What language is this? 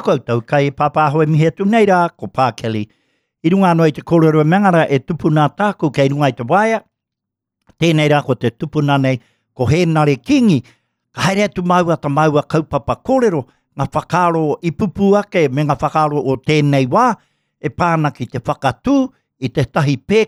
Māori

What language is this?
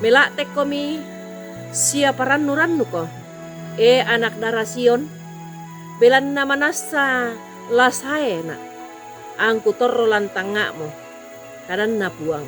Toraja-Sa'dan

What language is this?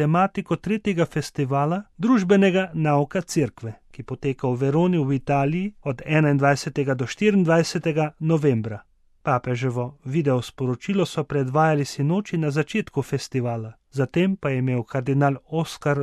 Slovenian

